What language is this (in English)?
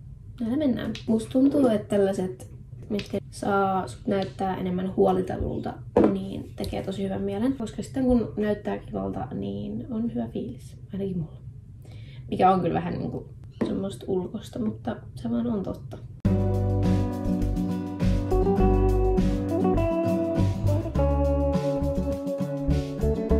Finnish